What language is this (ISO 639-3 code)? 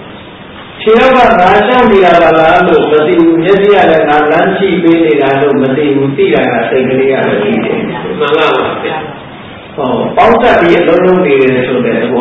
mya